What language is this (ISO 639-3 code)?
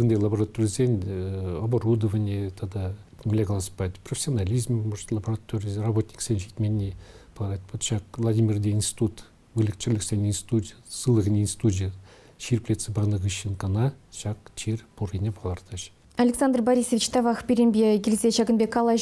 chv